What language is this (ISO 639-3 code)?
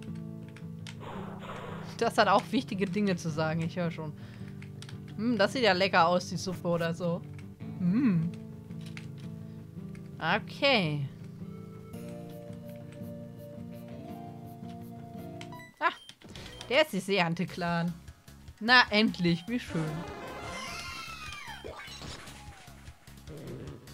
deu